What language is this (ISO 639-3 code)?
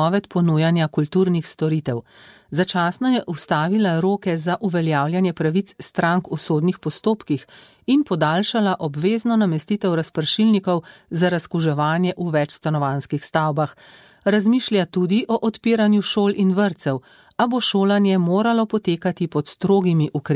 slv